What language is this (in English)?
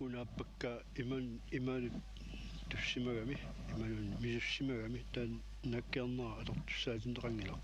Kalaallisut